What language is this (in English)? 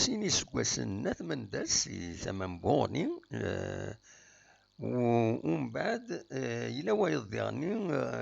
Kabyle